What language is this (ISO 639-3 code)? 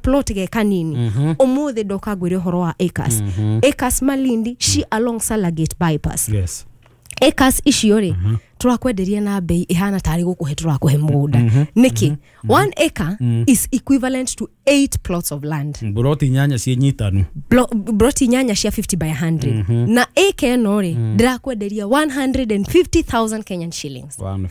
kik